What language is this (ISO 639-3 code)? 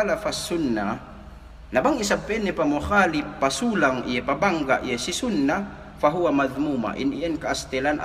yka